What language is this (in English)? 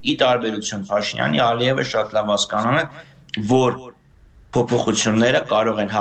Armenian